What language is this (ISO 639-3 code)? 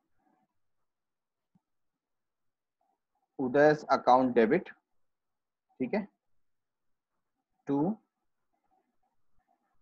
hin